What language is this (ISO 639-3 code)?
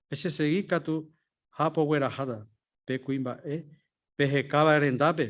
grn